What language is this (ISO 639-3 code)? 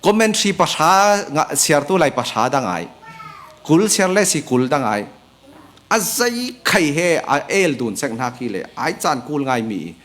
cfm